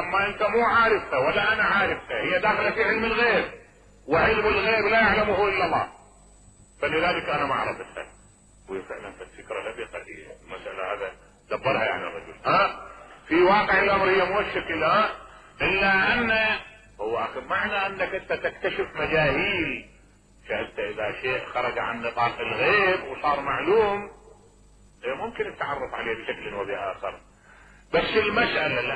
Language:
Mesopotamian Arabic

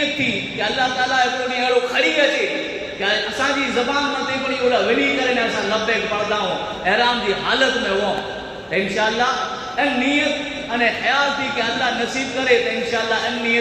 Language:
Kachhi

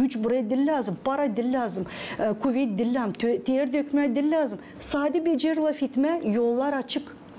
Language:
Gagauz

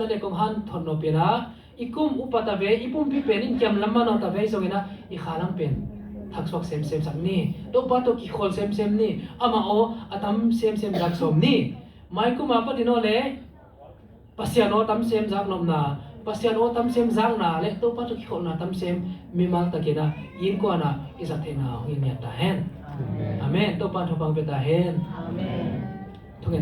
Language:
Tedim Chin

